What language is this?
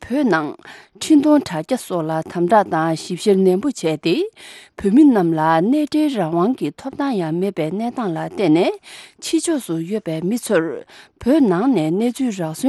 Tibetan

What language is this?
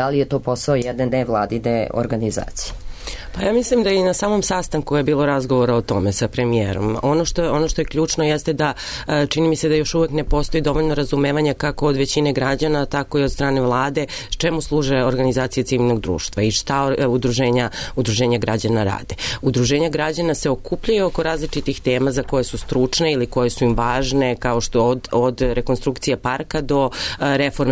Serbian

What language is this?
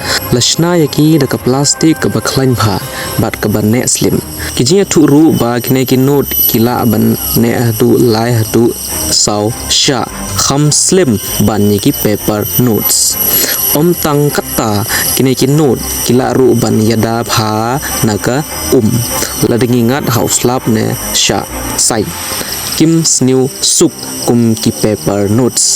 Khasi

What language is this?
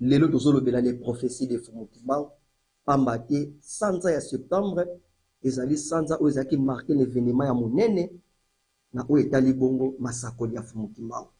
Lingala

